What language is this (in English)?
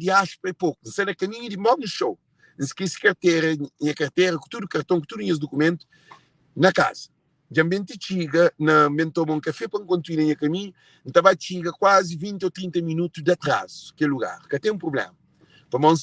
Kabuverdianu